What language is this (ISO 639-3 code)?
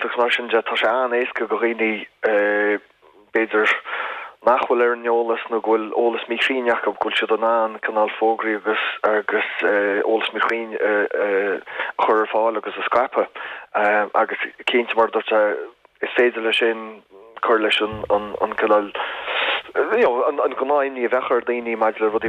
gle